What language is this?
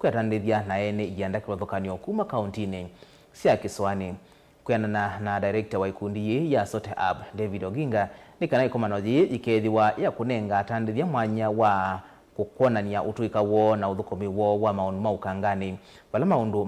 Kamba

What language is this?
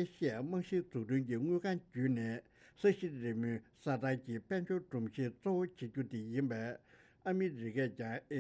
Tibetan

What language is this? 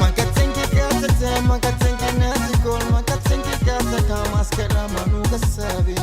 Kabuverdianu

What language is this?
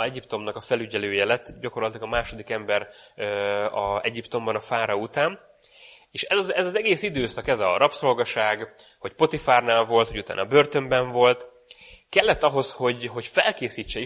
Hungarian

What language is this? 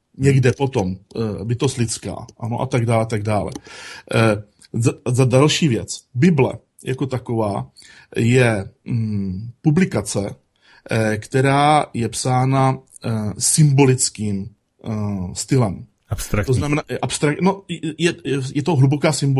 Czech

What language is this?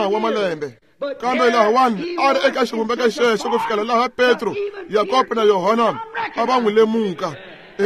Tsonga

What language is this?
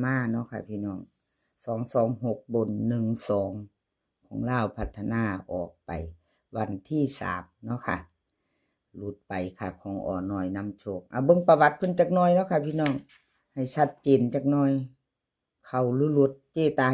Northeastern Thai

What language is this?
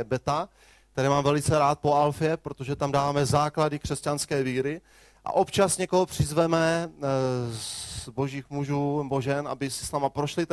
Czech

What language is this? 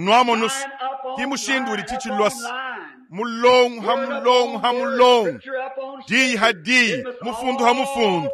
Luba-Lulua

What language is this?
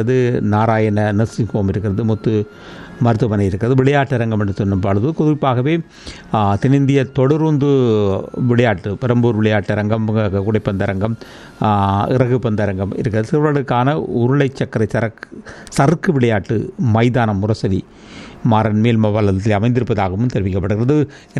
Tamil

